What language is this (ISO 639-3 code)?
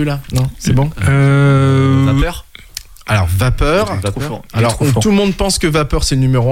fra